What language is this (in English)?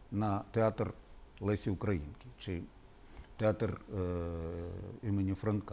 Ukrainian